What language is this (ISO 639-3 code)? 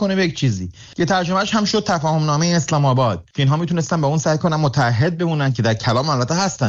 fas